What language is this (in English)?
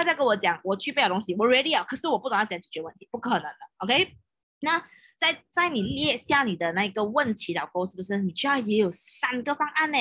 Chinese